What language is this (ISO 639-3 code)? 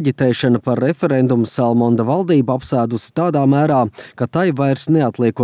lav